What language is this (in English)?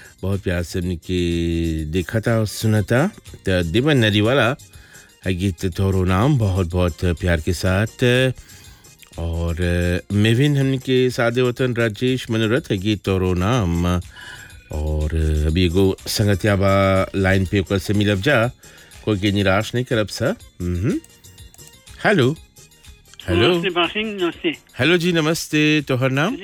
Bhojpuri